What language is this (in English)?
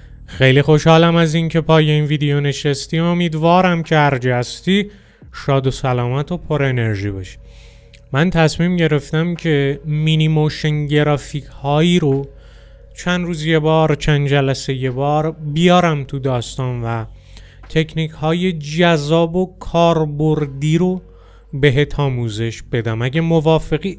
Persian